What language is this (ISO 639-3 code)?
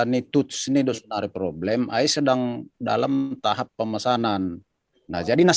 bts